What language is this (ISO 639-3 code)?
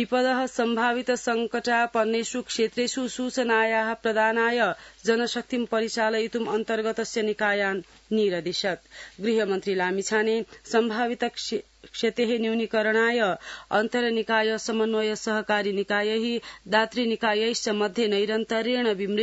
san